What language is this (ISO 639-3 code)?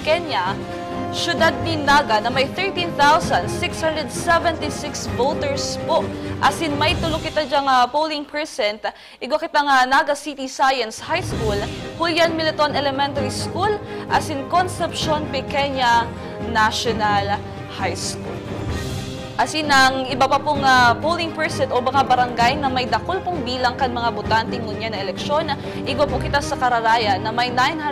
bik